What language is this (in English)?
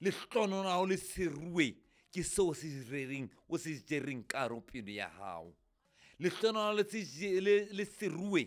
Southern Sotho